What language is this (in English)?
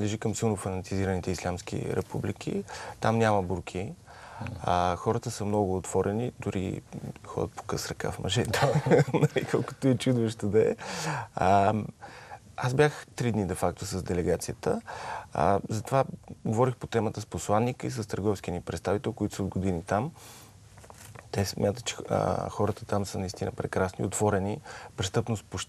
Bulgarian